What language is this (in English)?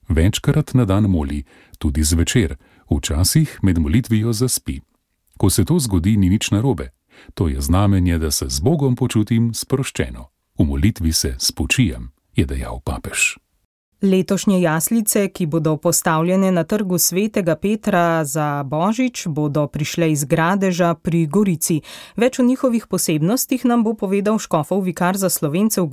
Slovenian